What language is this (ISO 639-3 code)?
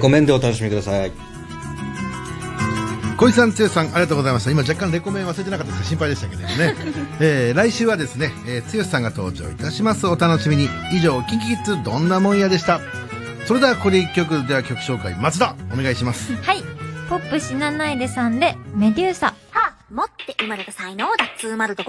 jpn